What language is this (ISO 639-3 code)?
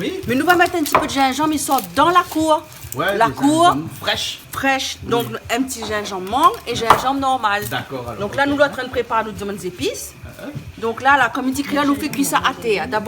rcf